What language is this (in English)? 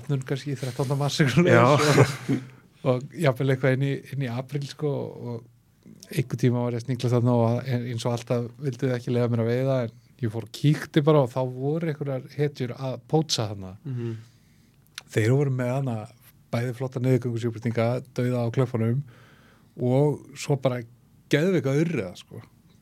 Icelandic